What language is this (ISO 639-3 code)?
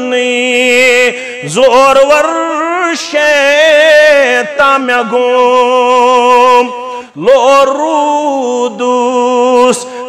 kas